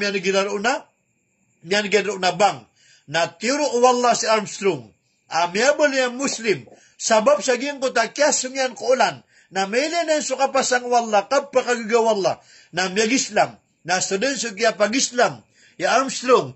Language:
Maranao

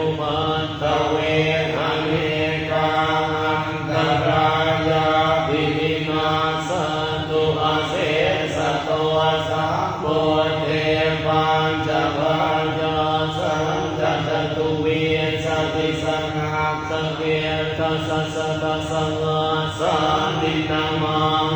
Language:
Pali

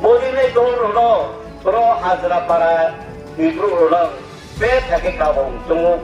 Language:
Riang (India)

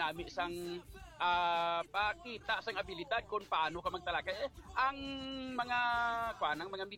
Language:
Hiligaynon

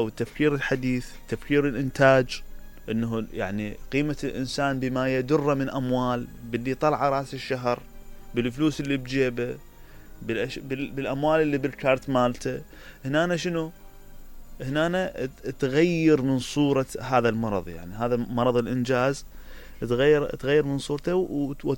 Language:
Mesopotamian Arabic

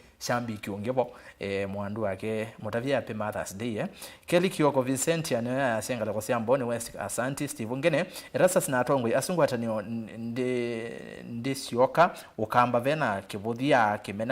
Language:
Kamba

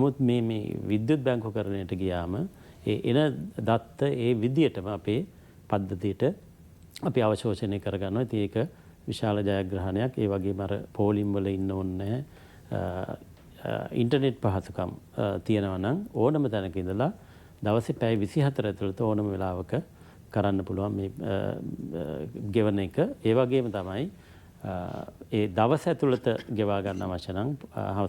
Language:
Sinhala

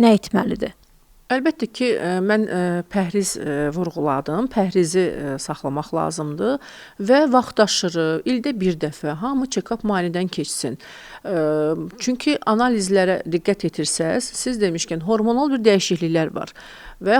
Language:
Azerbaijani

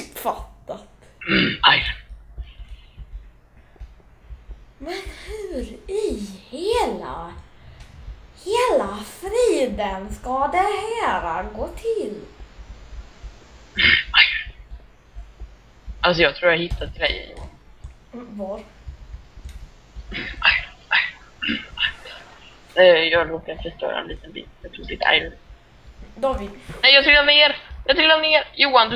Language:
Swedish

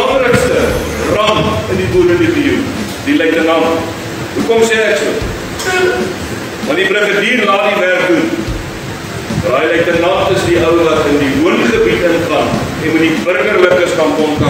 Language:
Afrikaans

